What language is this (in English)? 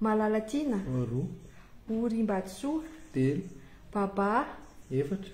Malagasy